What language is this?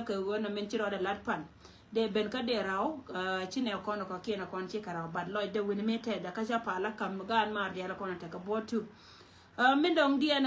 Nuer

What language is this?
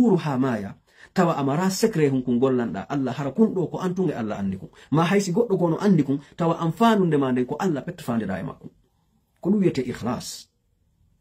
Pular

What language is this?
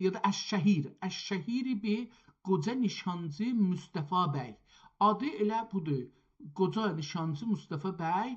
South Azerbaijani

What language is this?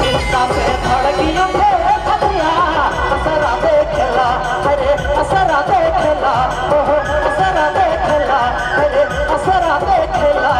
Sadri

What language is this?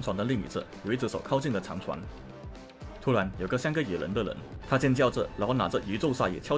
Chinese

